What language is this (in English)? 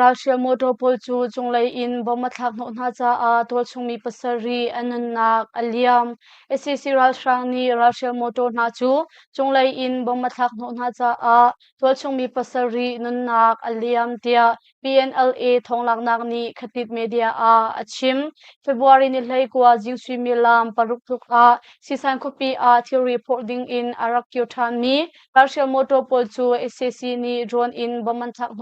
Hakha Chin